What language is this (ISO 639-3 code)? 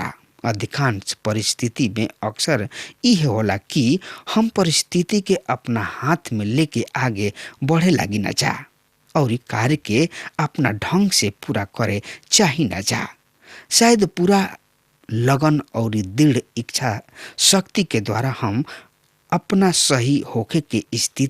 bho